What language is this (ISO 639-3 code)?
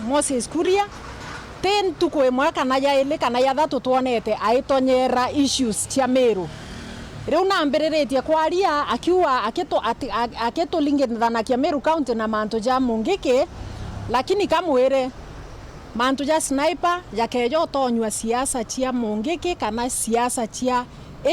mer